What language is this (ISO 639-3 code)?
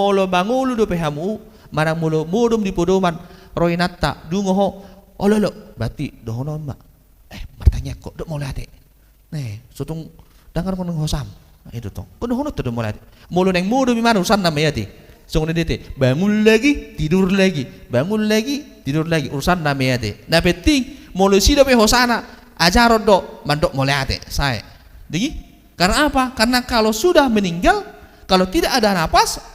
bbc